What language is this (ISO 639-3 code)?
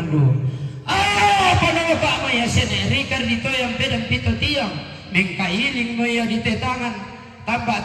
sda